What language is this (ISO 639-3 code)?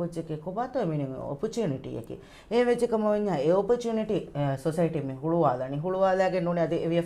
div